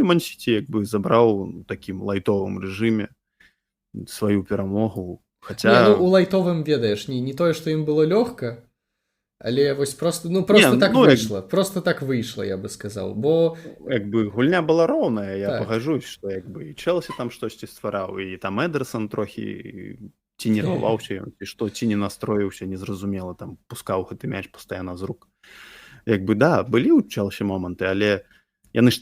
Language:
Belarusian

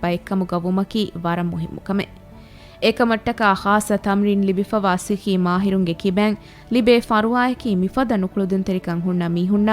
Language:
Divehi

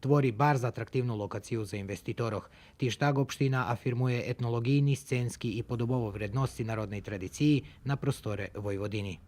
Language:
Rusyn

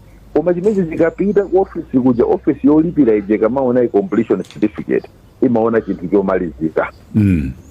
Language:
Nyanja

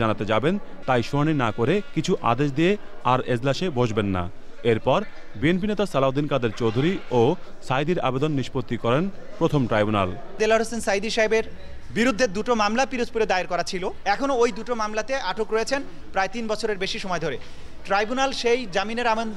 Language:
Bangla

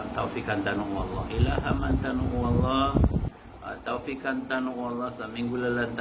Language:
Maranao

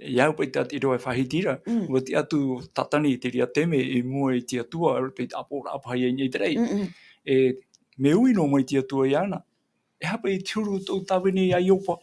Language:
Tahitian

